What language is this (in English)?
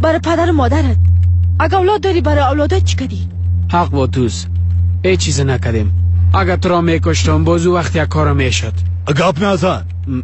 Persian